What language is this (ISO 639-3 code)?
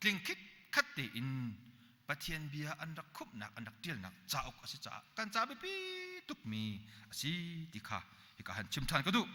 cnh